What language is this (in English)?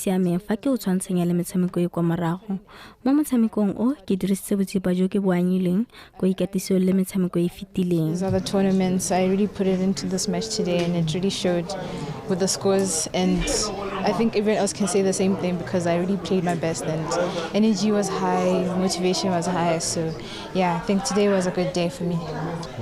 Tswana